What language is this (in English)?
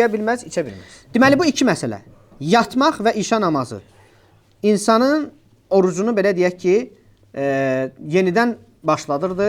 Azerbaijani